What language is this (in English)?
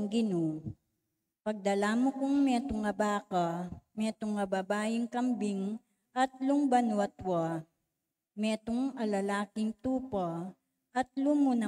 Pampanga